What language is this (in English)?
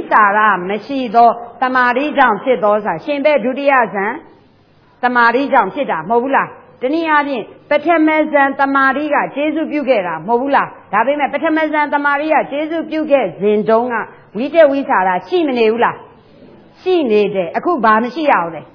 Burmese